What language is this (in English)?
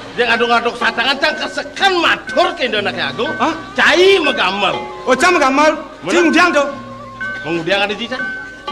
Balinese